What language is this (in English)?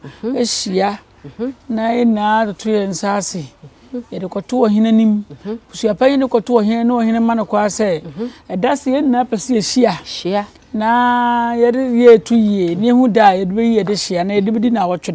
Akan